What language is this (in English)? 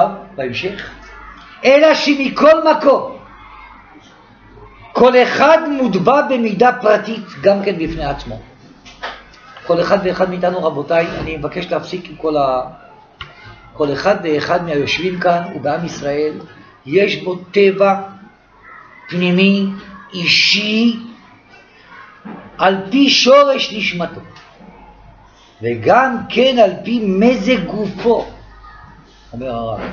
Hebrew